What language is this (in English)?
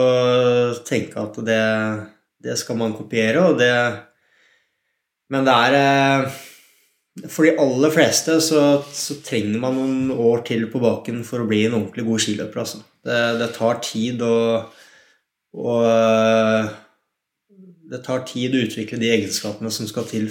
Norwegian